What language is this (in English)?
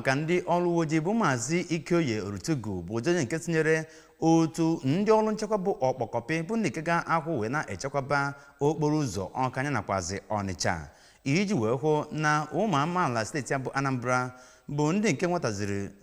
Igbo